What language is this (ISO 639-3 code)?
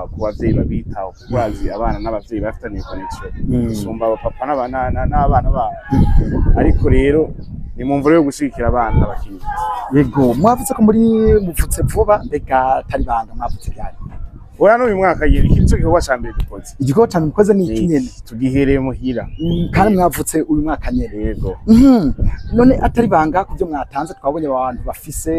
run